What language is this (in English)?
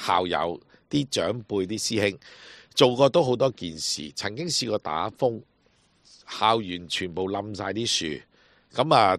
Cantonese